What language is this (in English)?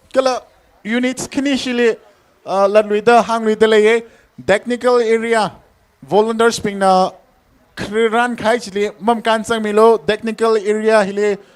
Tangkhul Naga (India)